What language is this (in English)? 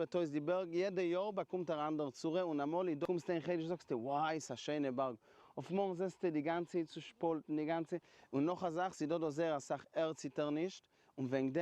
Yiddish